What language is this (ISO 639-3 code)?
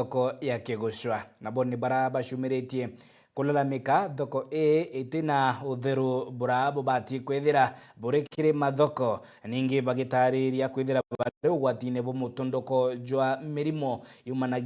mer